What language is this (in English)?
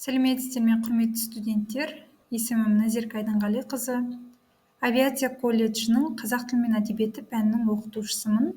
Kazakh